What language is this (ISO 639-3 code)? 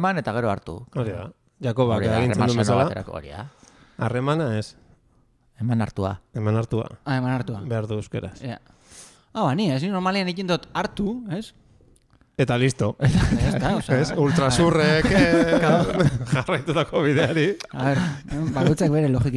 eus